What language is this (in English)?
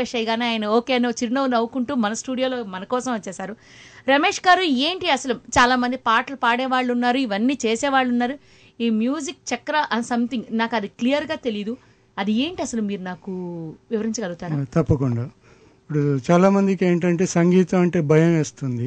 Telugu